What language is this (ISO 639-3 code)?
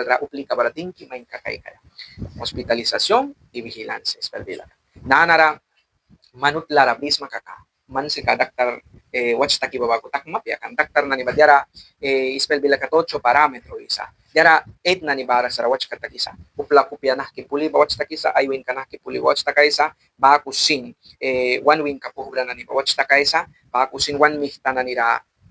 miq